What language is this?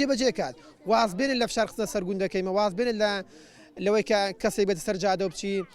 Central Kurdish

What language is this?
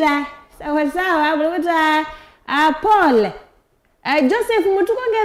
Kamba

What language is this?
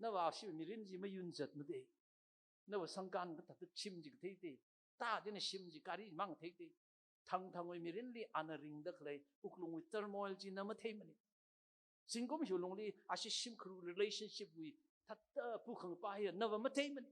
Tangkhul Naga (India)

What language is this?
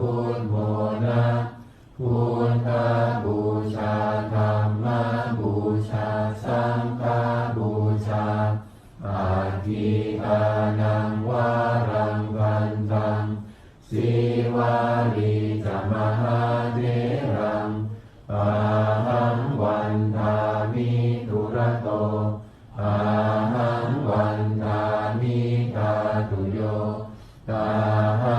Pali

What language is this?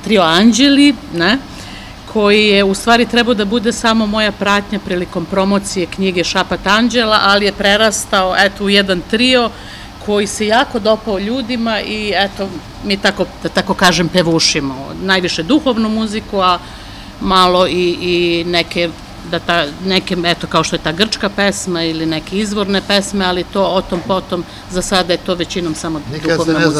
Serbian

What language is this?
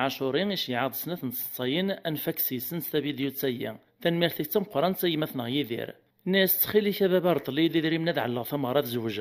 Kabyle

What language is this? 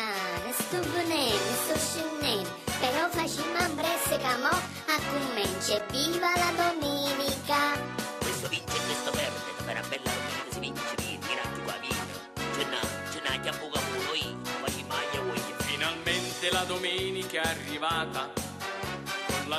Neapolitan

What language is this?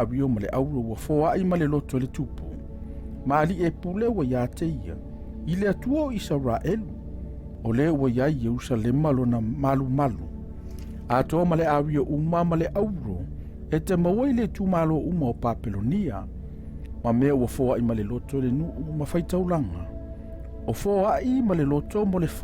Samoan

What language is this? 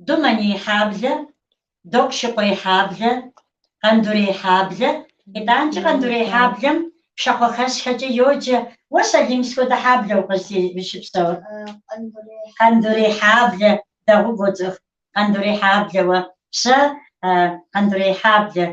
Kabardian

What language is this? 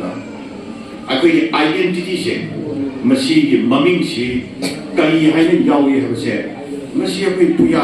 Manipuri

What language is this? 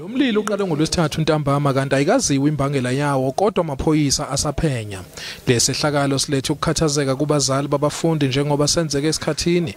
Zulu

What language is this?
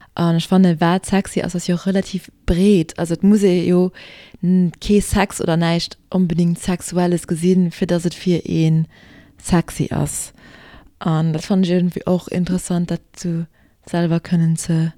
Luxembourgish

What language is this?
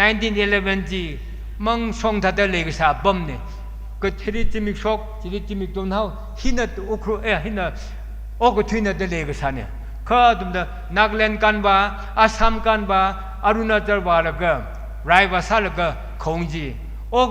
Tangkhul Naga (India)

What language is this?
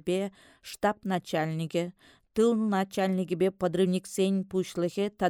Chuvash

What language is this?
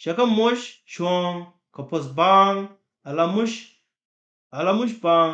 Nuer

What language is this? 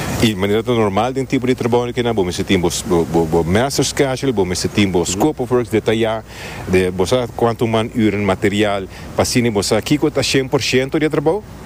Papiamento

